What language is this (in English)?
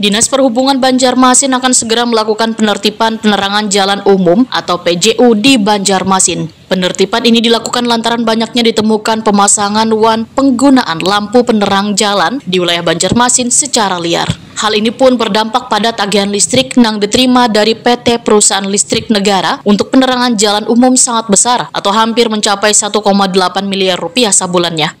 Banjar